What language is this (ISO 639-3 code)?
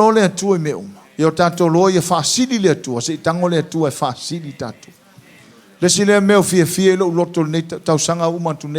smo